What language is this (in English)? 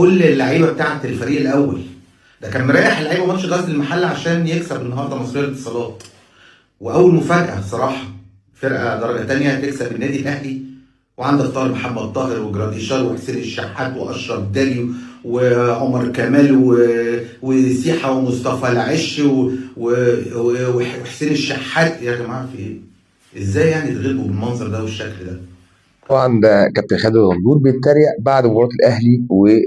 Egyptian Arabic